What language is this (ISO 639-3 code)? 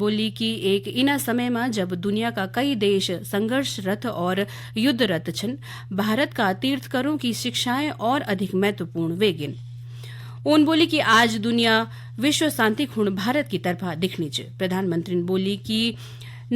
gbm